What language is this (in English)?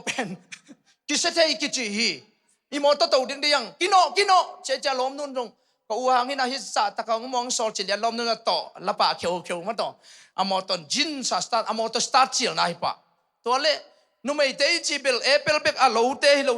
Tedim Chin